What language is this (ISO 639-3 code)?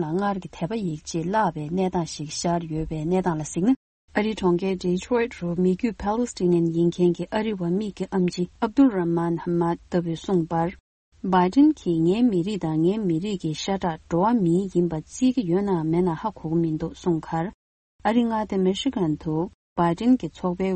bod